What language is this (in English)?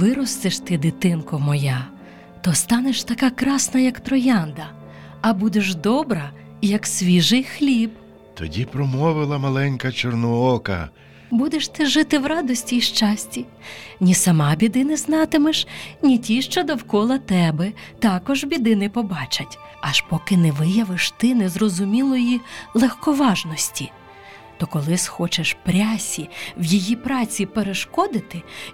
Ukrainian